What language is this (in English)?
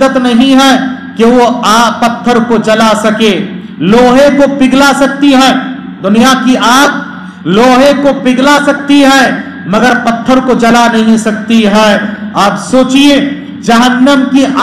Urdu